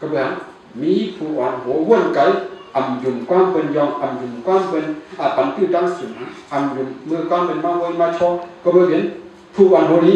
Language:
Shan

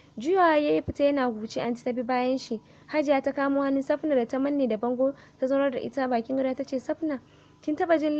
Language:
Hausa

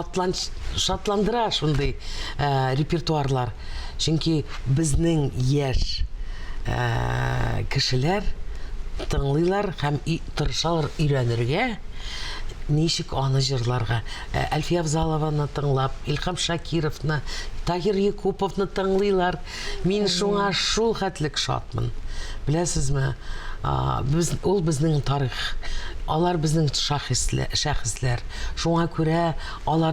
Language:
Tatar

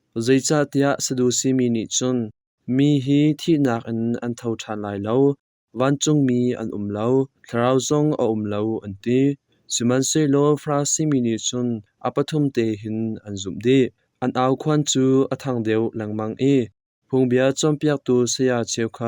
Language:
Hakha Chin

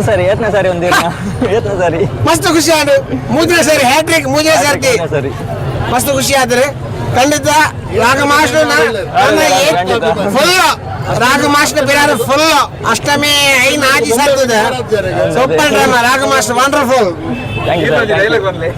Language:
Tulu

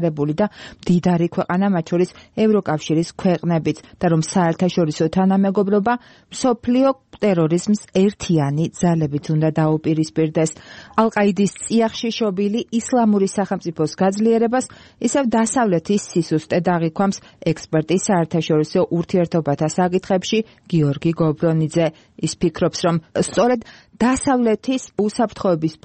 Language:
Georgian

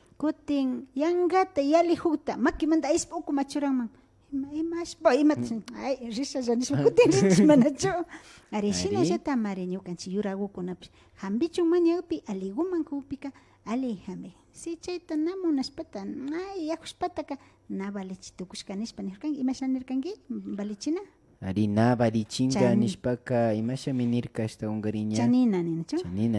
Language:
Imbabura Highland Quichua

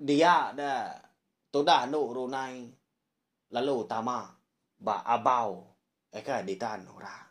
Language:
Iban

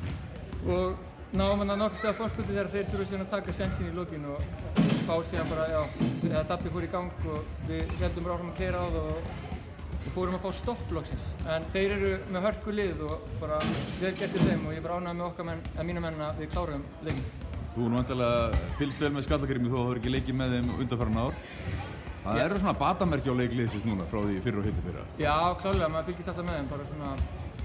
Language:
Icelandic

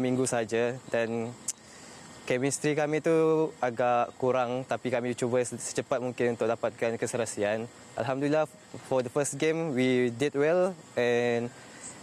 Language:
Malay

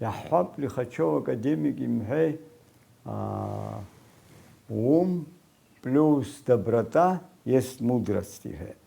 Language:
Abkhazian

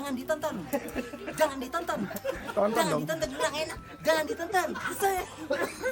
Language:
Betawi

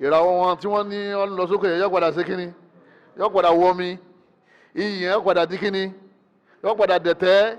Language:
Yoruba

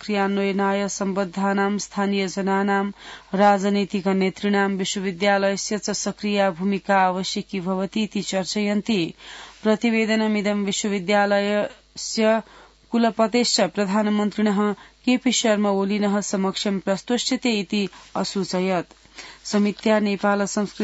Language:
Sanskrit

